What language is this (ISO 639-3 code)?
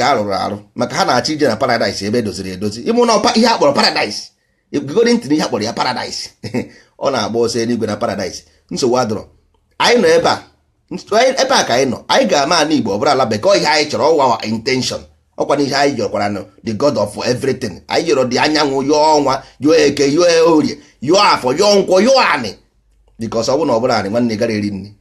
ibo